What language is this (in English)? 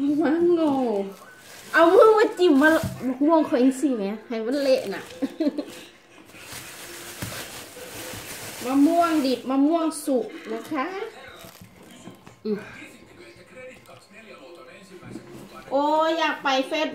Thai